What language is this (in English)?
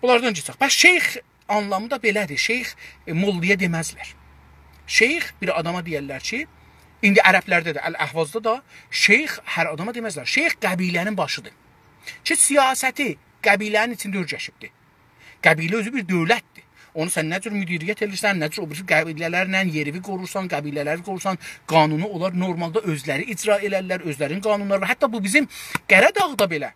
South Azerbaijani